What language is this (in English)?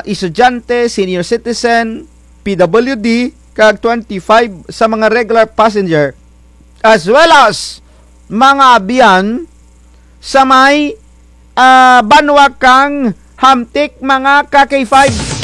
Kinaray-a